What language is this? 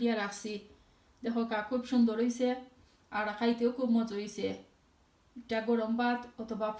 Sylheti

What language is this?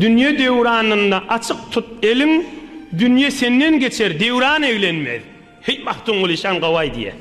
Turkmen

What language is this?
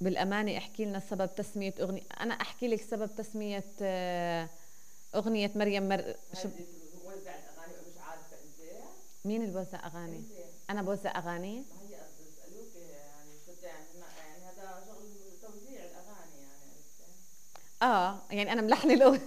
North Levantine Arabic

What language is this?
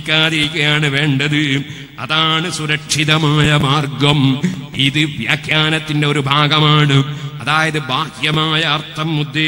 Malayalam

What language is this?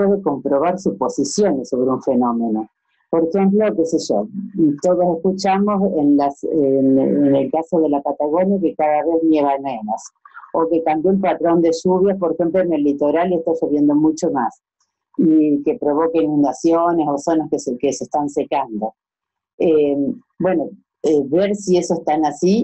Spanish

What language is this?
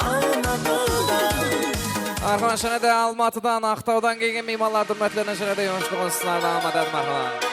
Kara-Kalpak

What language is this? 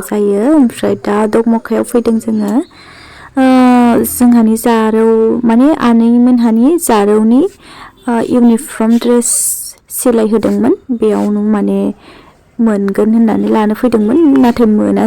Bodo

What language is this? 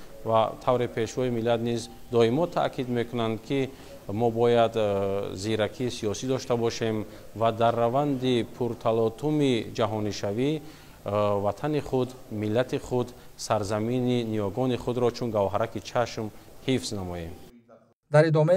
Tajik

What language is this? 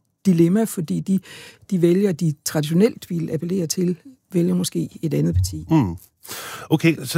Danish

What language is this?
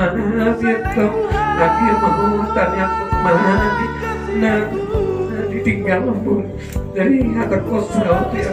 Batak Toba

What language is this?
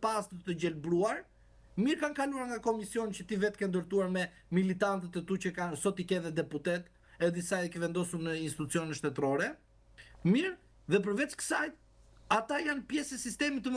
Albanian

